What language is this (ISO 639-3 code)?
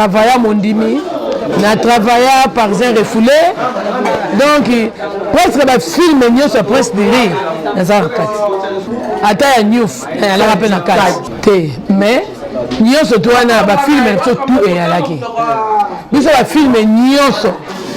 lin